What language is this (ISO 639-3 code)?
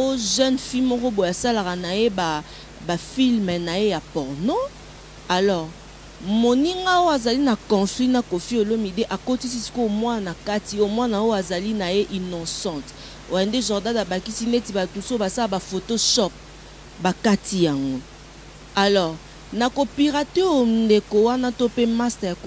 lin